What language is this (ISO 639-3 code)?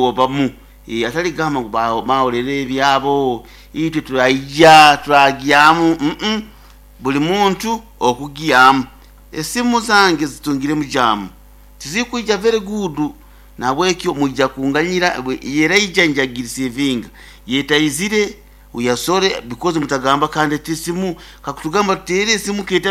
nyo